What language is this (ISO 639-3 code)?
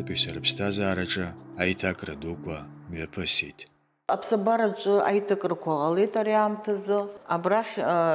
abk